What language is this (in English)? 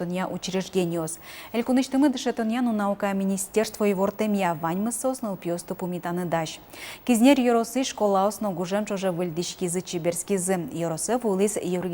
Udmurt